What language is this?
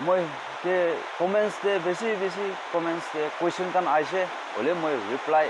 Naga Pidgin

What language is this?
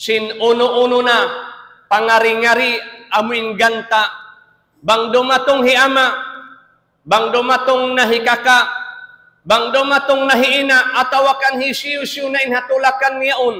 Tausug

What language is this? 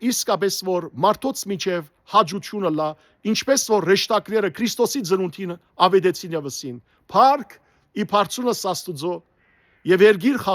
Western Armenian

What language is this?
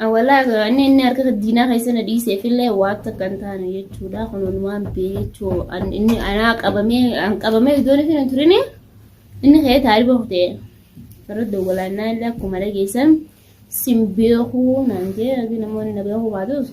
Oromo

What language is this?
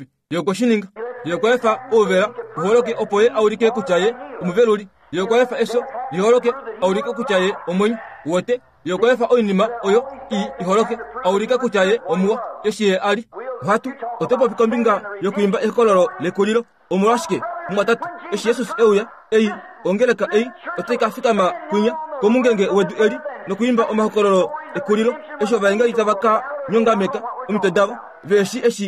Kuanyama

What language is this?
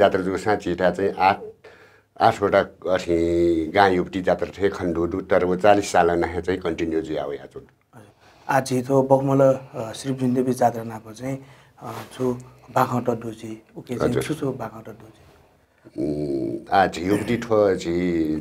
Newari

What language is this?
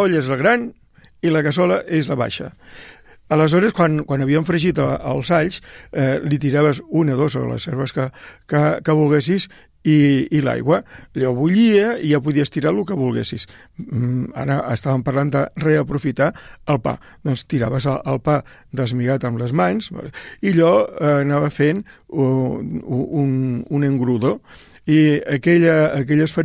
Catalan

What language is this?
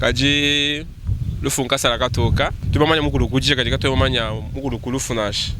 Luba-Lulua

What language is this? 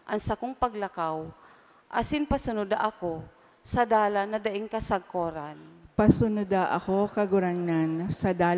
Bikol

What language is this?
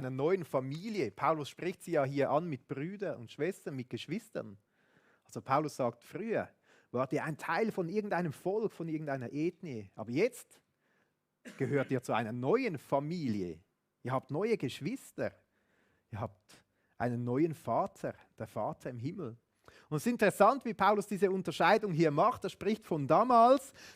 Swiss German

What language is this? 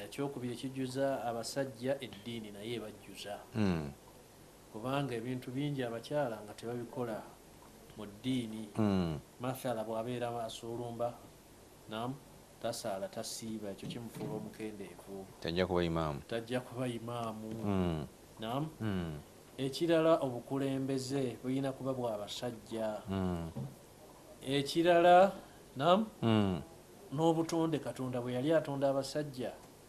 Ganda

